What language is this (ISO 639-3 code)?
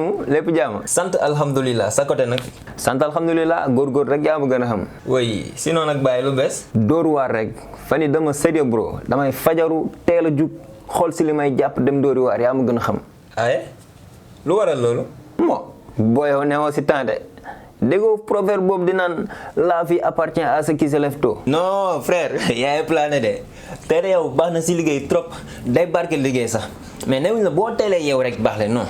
wol